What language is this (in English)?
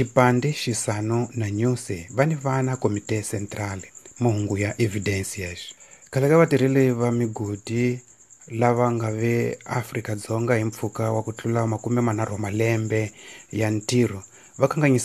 Tsonga